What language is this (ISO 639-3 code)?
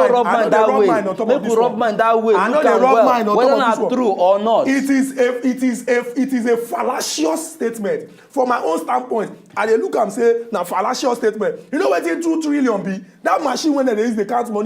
pcm